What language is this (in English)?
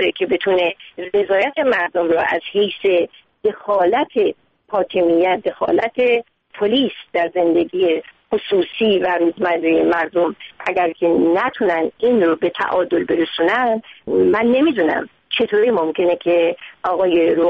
Persian